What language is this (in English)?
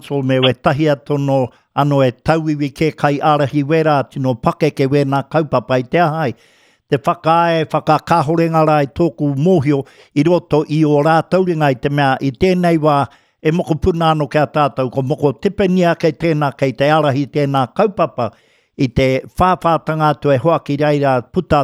Māori